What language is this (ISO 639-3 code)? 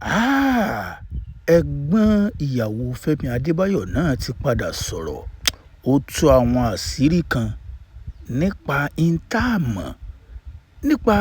yor